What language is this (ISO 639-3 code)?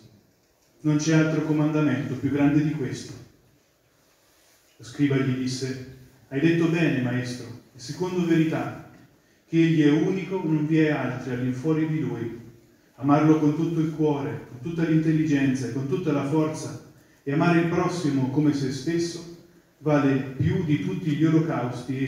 ita